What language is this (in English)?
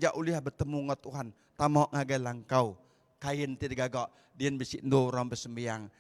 Iban